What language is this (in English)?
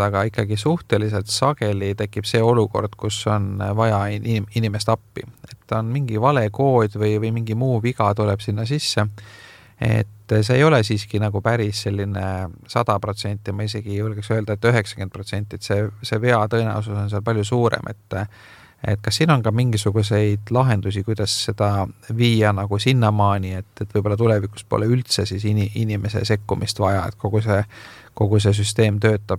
Estonian